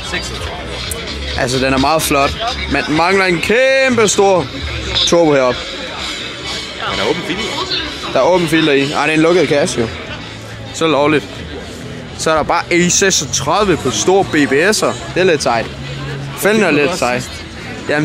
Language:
Danish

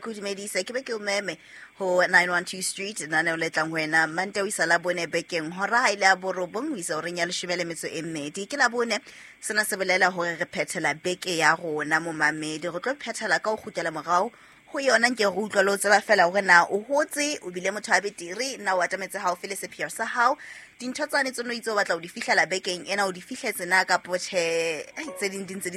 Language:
Southern Sotho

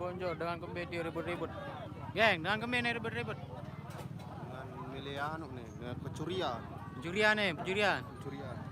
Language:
Sasak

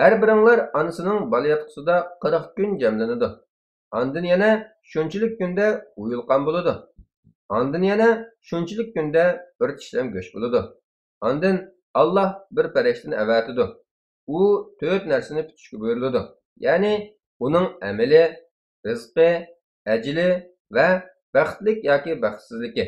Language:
Uyghur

